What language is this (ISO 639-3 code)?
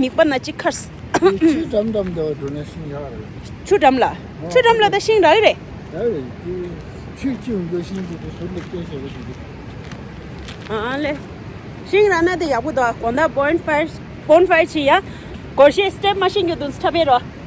bod